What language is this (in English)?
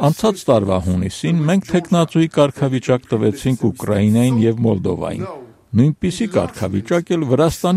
Armenian